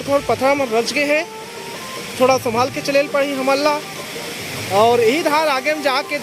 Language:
Chhattisgarhi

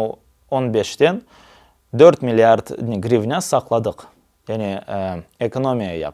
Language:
Crimean Tatar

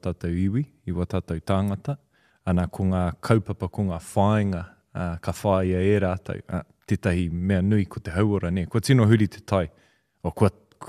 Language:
Māori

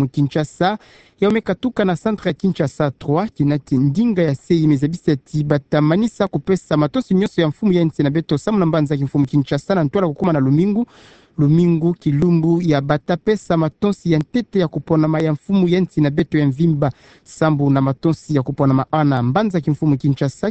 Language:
Kituba (Democratic Republic of Congo)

